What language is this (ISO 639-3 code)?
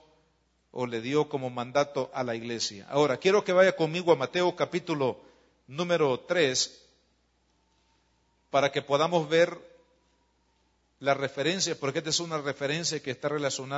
spa